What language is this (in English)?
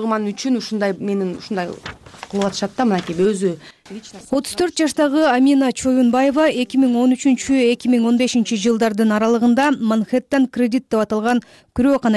Kyrgyz